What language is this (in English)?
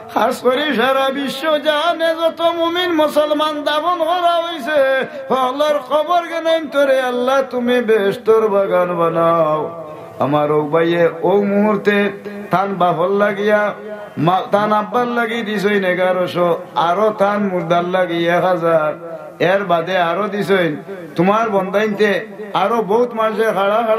Sylheti